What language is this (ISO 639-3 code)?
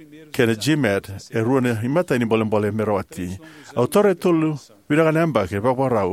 fij